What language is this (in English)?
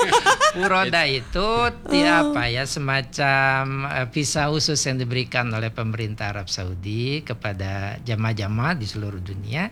Indonesian